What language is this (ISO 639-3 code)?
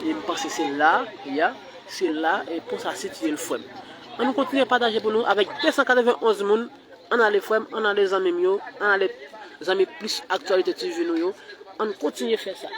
hat